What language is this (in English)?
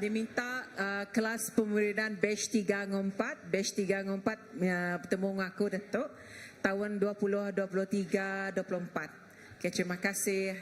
Iban